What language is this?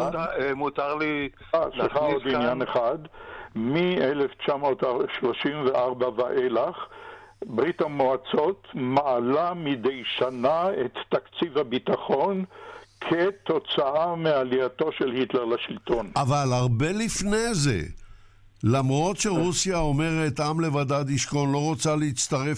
Hebrew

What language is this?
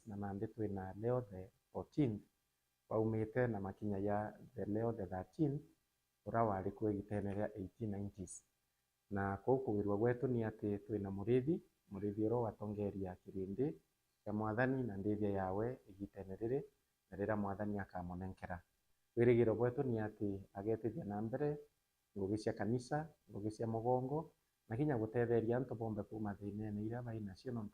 Meru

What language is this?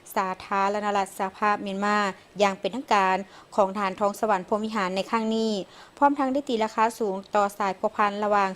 Lao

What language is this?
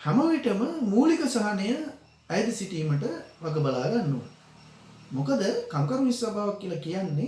Sinhala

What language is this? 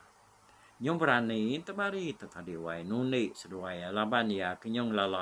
Iban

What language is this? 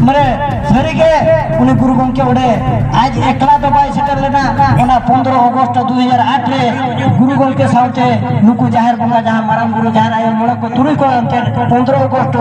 Santali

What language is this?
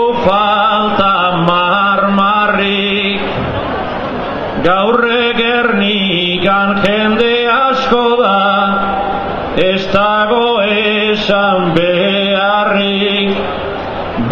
Basque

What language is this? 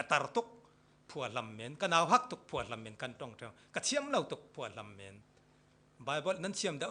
Falam Chin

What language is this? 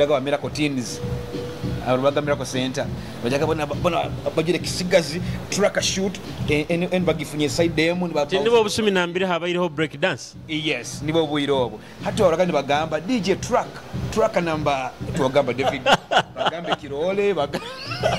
Nyoro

